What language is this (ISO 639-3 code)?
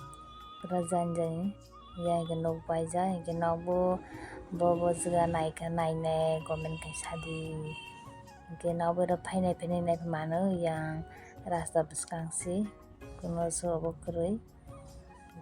trp